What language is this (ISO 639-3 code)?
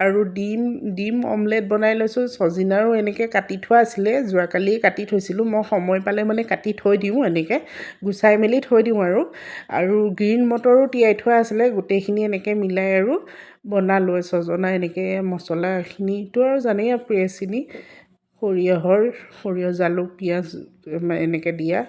asm